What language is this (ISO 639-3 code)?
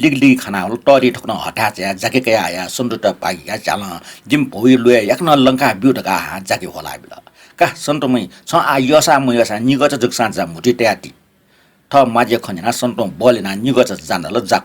new